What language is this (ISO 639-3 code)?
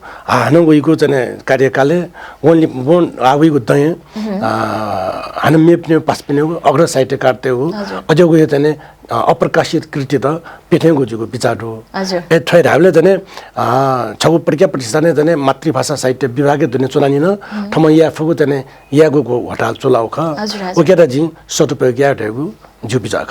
new